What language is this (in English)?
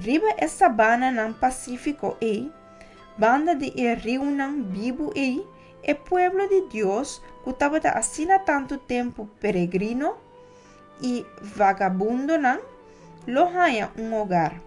Papiamento